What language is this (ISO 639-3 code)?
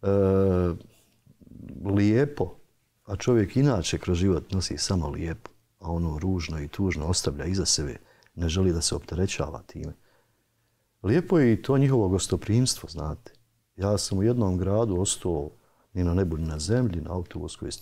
bos